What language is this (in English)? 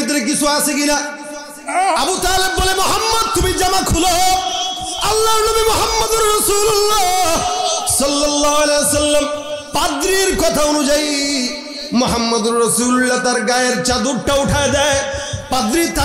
Bangla